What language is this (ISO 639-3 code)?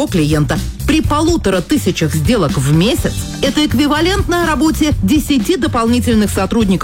rus